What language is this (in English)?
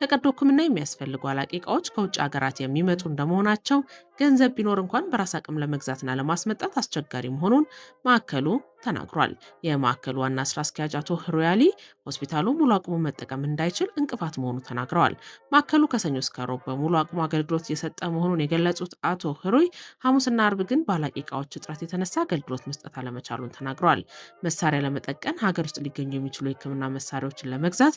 Amharic